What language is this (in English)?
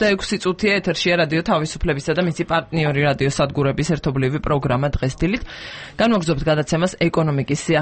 Georgian